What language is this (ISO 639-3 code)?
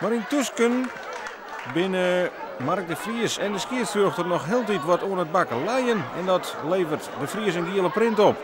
fry